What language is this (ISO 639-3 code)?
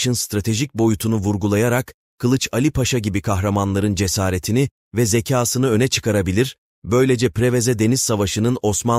tur